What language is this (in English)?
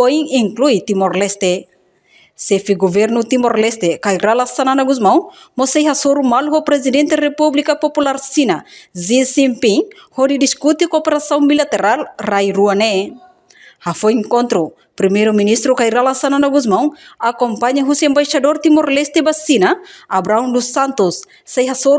Tetum